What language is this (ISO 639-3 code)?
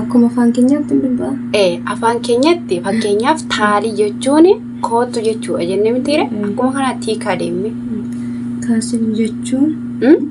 orm